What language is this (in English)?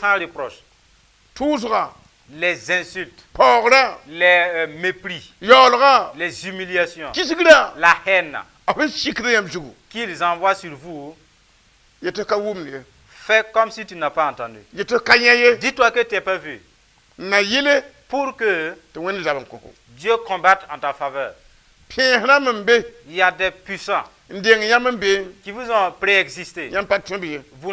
Mossi